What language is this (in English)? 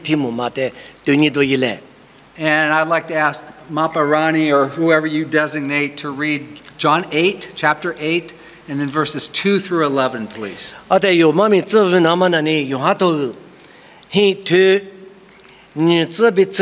Lisu